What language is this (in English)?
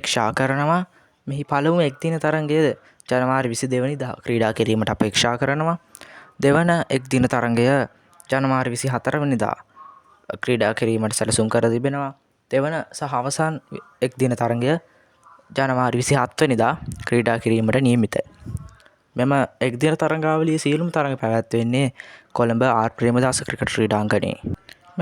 Sinhala